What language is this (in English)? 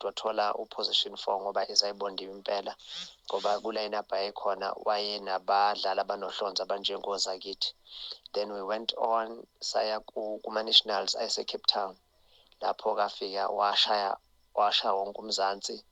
Zulu